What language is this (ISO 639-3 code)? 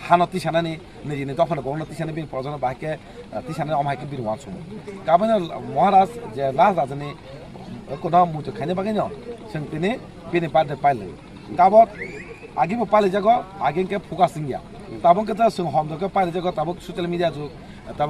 trp